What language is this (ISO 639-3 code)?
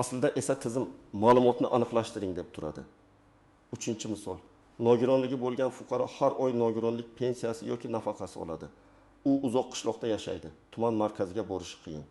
uzb